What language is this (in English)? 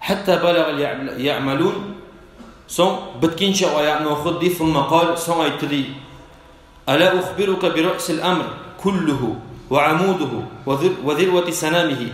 Kumyk